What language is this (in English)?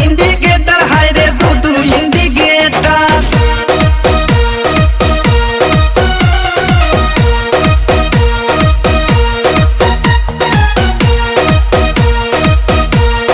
Bhojpuri